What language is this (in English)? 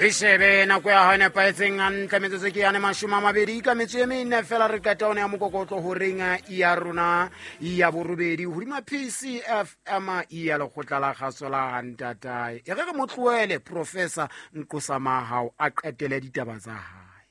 Southern Sotho